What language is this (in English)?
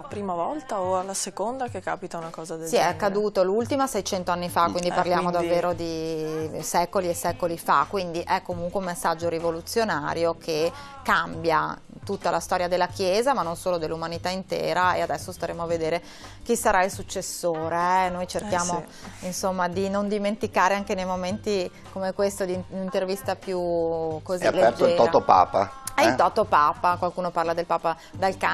Italian